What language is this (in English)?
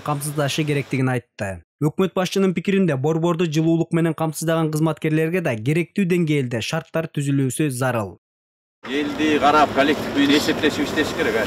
Kyrgyz